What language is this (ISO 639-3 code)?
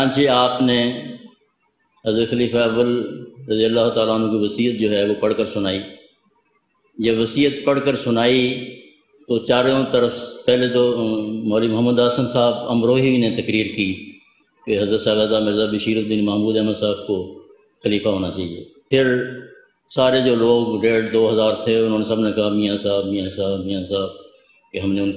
urd